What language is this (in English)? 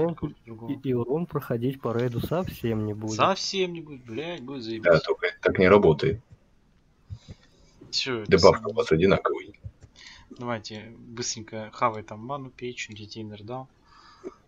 Russian